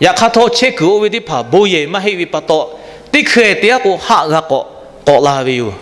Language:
Lahu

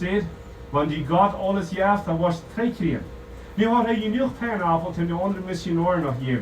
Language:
Plautdietsch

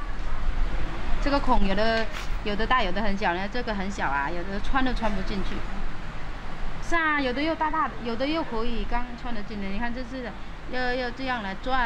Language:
Chinese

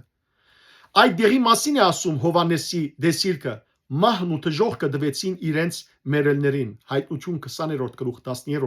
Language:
Western Armenian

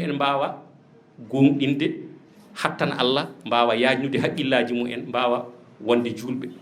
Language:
Fula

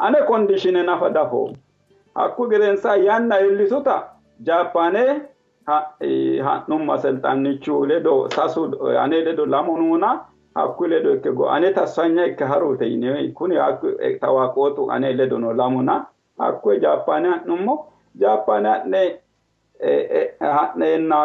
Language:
Sidamo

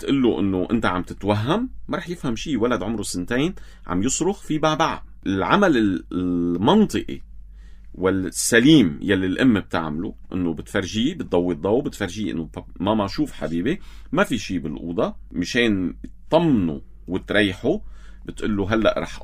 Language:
North Levantine Arabic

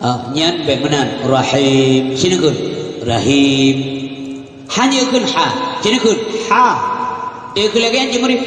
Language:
Achinese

